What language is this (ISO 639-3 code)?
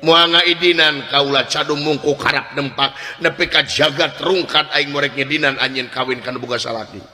sun